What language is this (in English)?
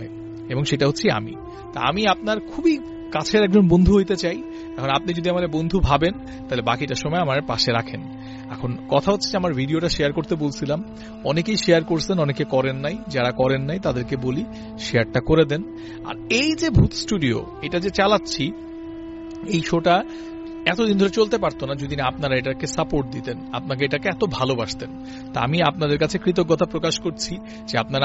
Bangla